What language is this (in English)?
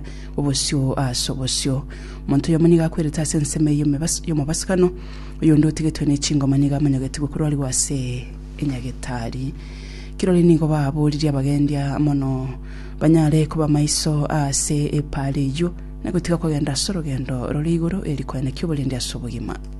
Gusii